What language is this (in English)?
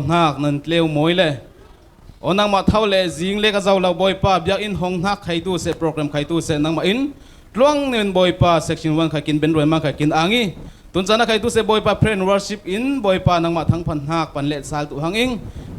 Falam Chin